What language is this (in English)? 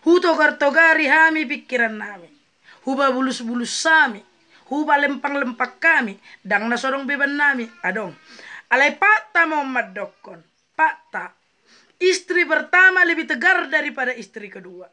Batak Toba